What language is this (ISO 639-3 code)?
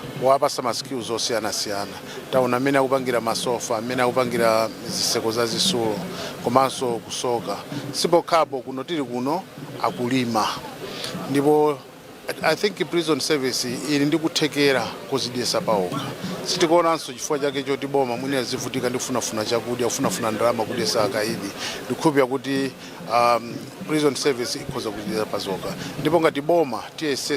nya